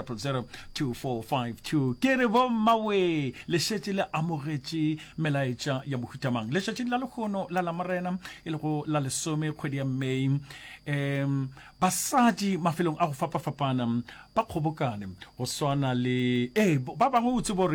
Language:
Northern Sotho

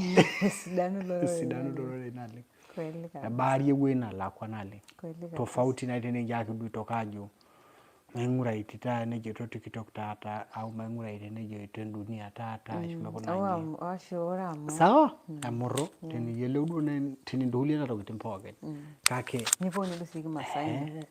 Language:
Masai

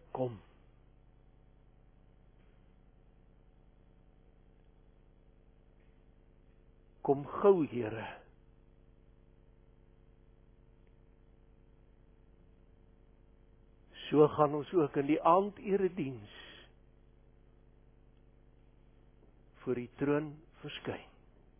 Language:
Afrikaans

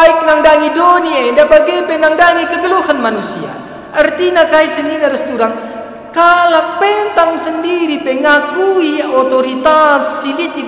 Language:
Batak Karo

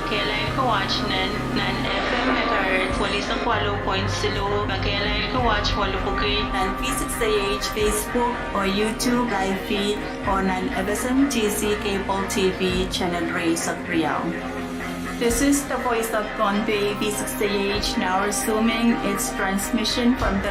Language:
Pohnpeian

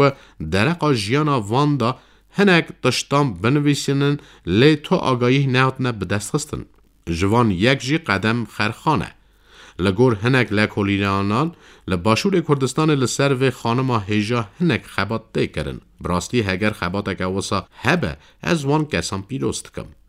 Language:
Kurdish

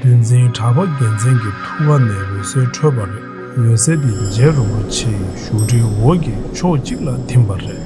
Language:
Tibetan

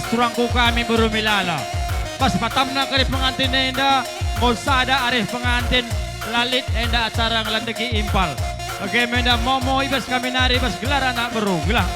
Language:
Batak Karo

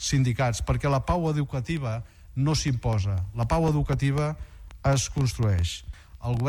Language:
Catalan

